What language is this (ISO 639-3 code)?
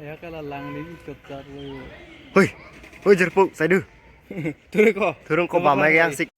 mjw